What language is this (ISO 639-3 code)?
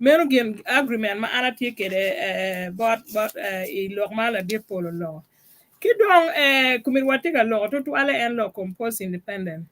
ach